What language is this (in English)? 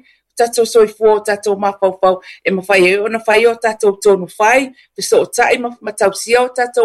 Samoan